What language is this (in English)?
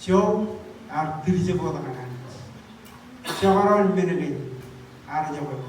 Marshallese